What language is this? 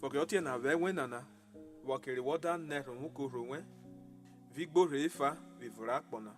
Urhobo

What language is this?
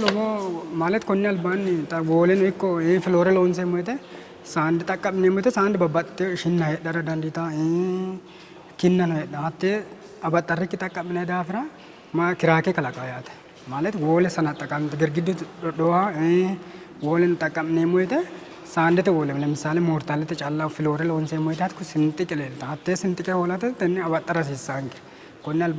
Sidamo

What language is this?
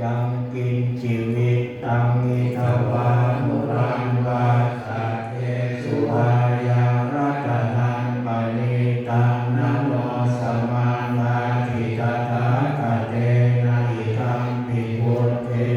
Pali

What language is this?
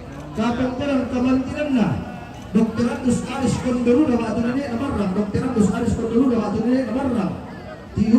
Toraja-Sa'dan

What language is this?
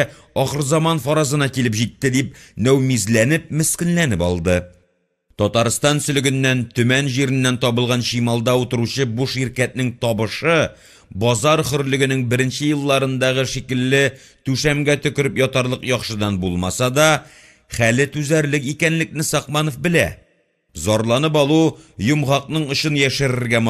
Tatar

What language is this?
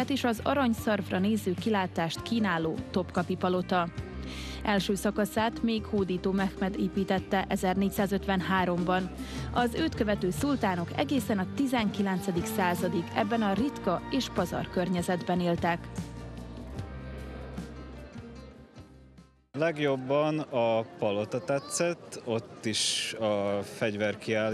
Hungarian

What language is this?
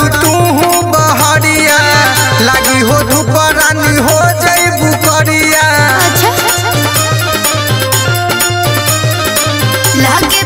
Bhojpuri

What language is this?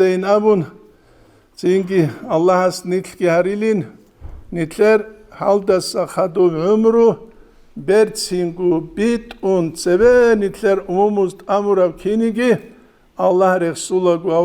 Avaric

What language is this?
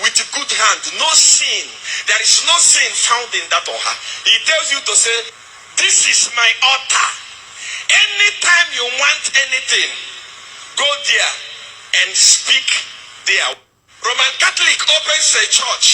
Igbo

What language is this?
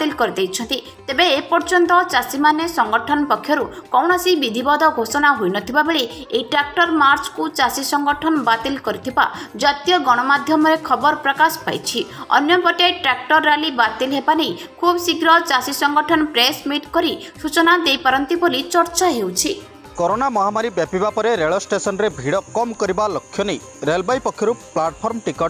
Odia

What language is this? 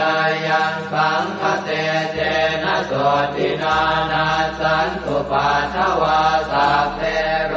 Pali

